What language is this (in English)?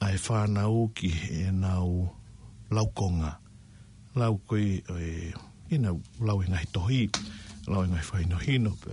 Tongan